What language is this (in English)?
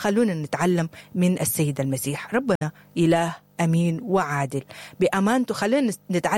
Sudanese Arabic